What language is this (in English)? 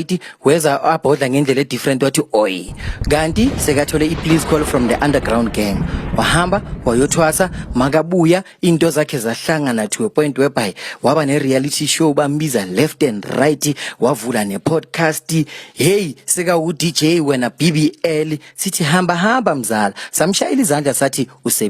Zulu